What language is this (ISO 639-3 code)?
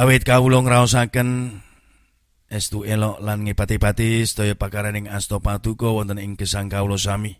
jav